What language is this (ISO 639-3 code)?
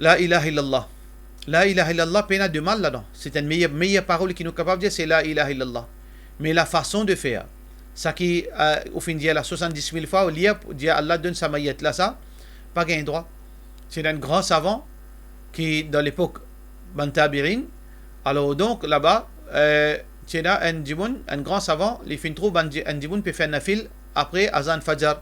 mfe